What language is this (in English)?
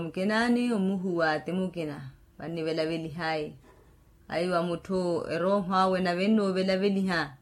Makhuwa